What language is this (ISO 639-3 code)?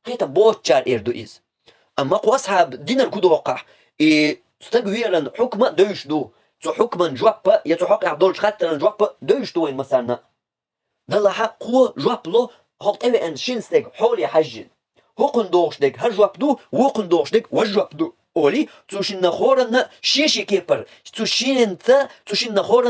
che